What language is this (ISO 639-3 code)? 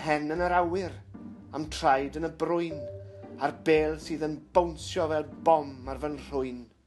cym